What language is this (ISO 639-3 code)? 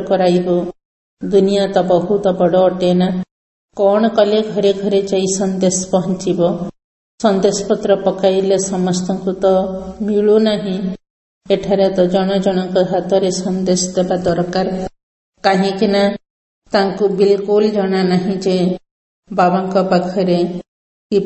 ori